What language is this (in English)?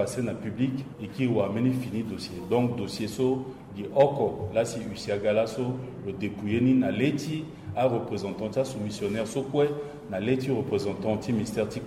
Sango